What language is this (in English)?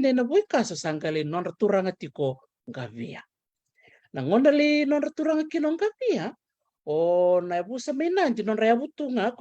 Fijian